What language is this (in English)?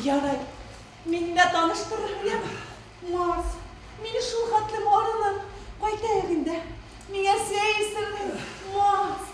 Bashkir